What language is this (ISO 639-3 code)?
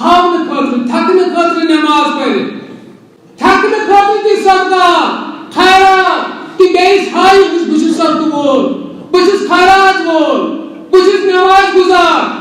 kas